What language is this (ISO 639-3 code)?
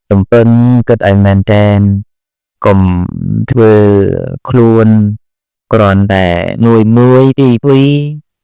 khm